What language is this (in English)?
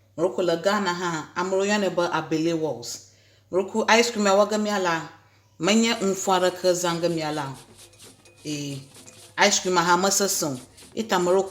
Ewe